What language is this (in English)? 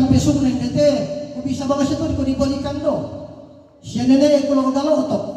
Toraja-Sa'dan